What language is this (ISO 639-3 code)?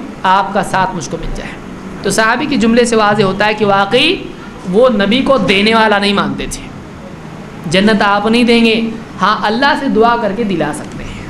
urd